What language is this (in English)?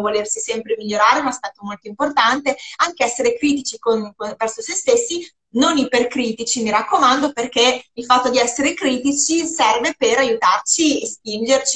Italian